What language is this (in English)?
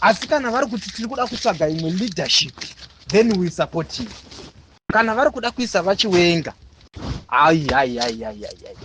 Shona